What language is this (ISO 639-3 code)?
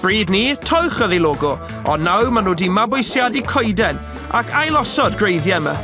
cym